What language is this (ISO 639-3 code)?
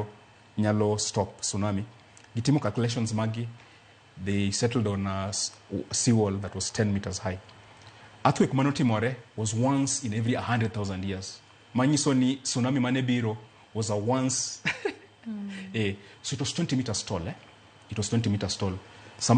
luo